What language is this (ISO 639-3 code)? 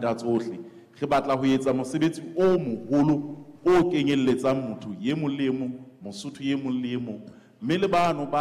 sot